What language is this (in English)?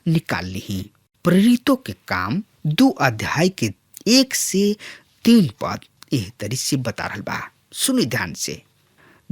Bhojpuri